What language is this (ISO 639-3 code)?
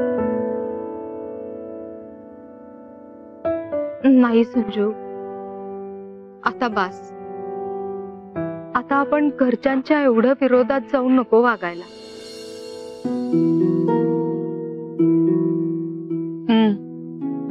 mar